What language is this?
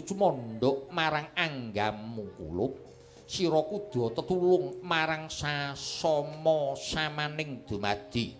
Javanese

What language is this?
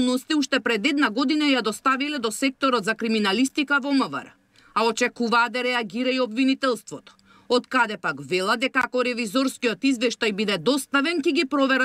Macedonian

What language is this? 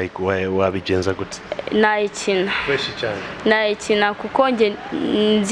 Kinyarwanda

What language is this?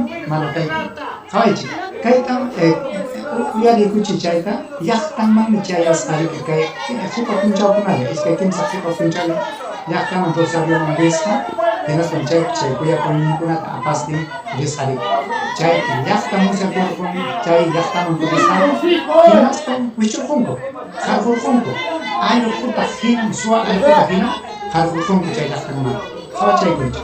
Ayacucho Quechua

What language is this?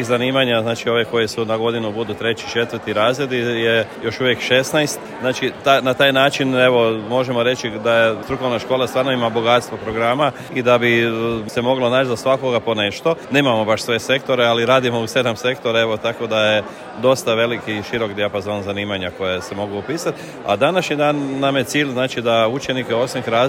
Serbian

